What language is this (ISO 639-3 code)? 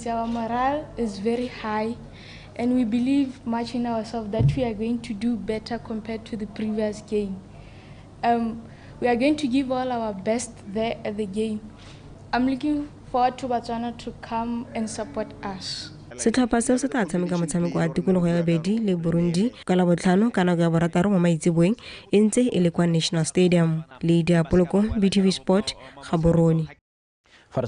tsn